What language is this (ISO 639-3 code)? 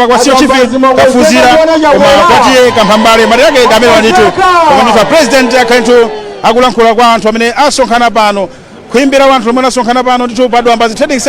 nya